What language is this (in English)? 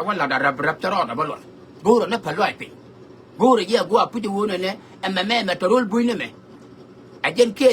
Nuer